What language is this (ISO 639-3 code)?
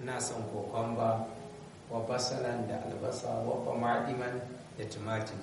hau